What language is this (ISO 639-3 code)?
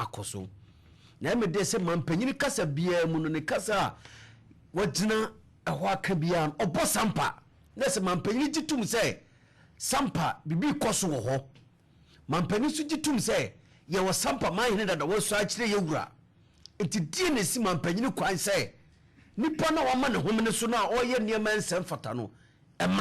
aka